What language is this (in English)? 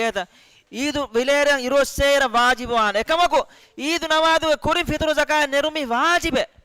Divehi